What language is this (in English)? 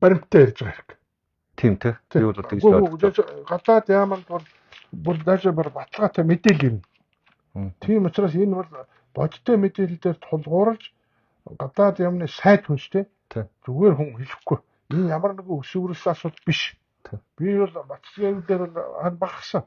Mongolian